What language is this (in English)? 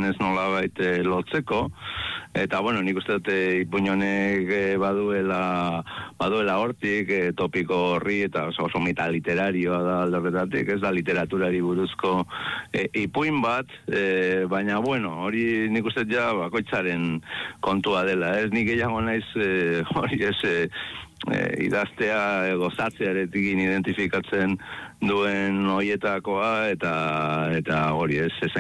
Basque